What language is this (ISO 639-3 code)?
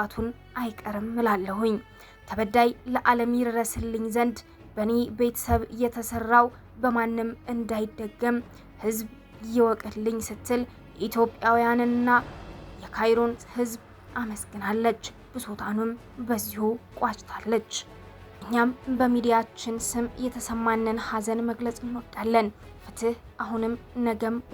amh